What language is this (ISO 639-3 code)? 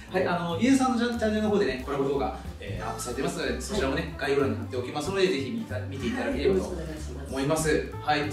jpn